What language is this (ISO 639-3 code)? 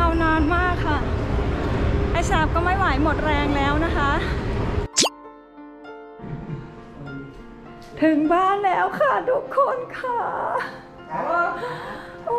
tha